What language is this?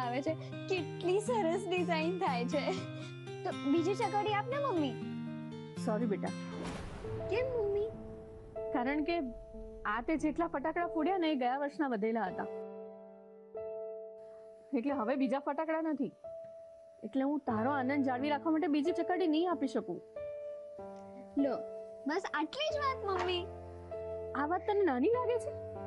Gujarati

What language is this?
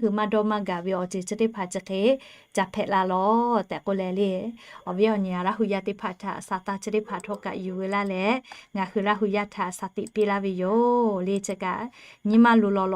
Lahu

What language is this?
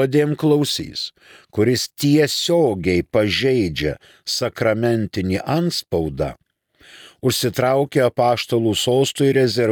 Lithuanian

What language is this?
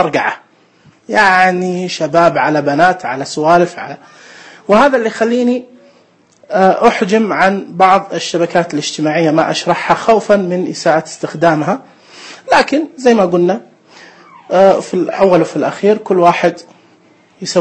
Najdi Arabic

